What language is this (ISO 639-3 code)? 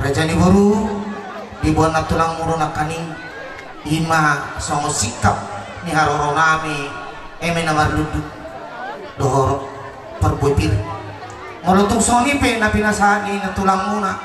bbc